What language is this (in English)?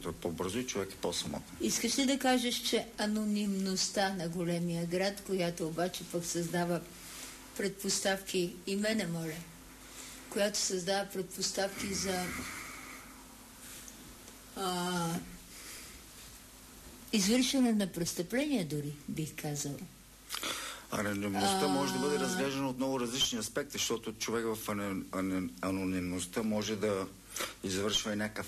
Bulgarian